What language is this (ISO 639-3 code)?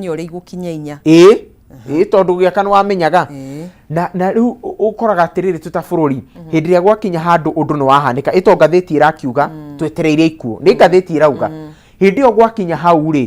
kik